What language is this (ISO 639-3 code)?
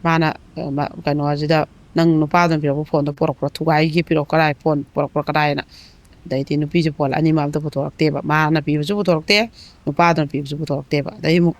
mni